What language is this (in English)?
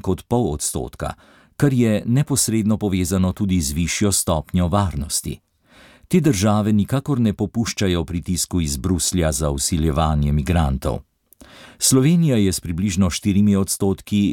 Slovenian